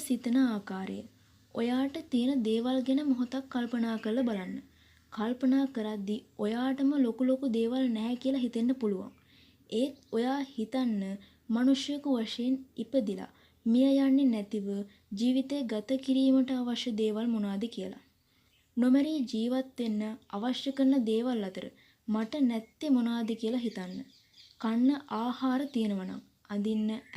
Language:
Sinhala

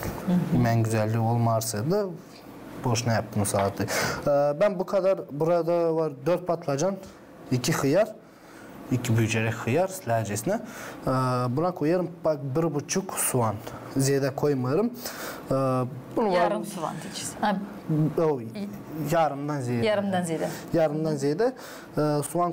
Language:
Gagauz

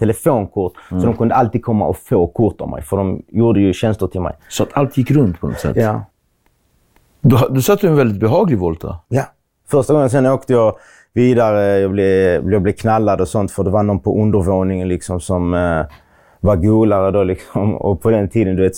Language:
Swedish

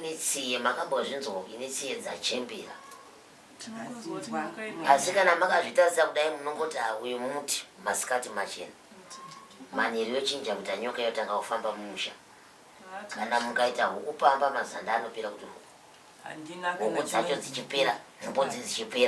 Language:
Shona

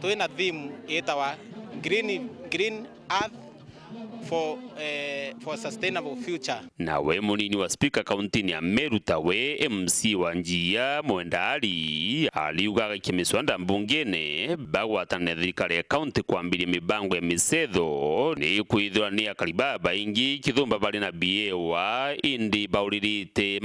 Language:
Meru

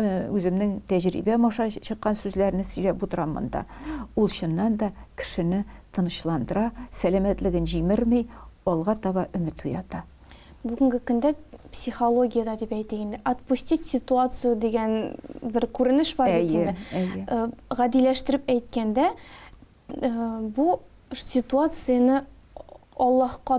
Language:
Tatar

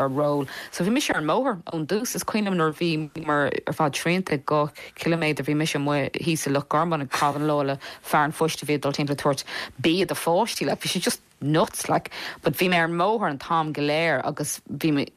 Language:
Irish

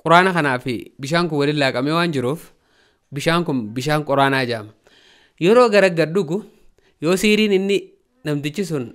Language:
Oromo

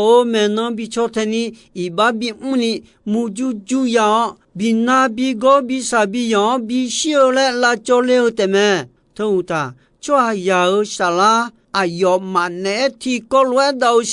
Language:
Akha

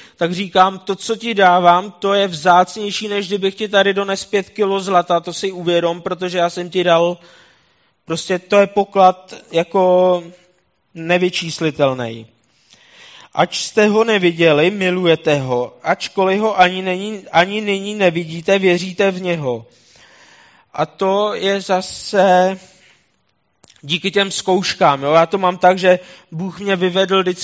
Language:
Czech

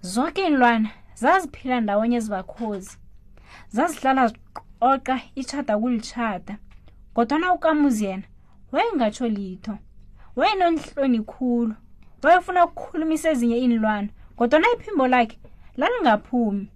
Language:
South Ndebele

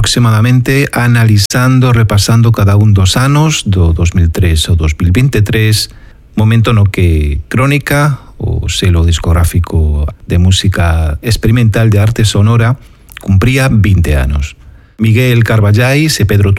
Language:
Galician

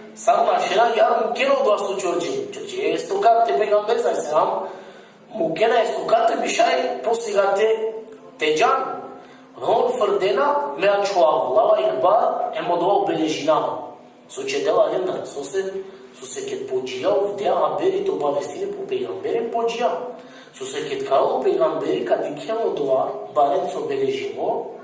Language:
Balkan Romani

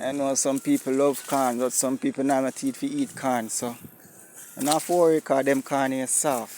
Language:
Jamaican Creole English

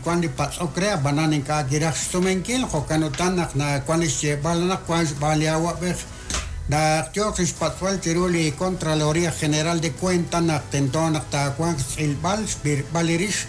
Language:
Kekchí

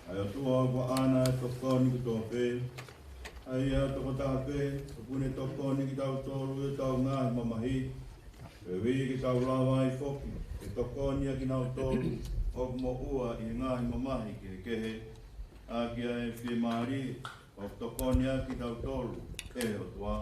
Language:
Tongan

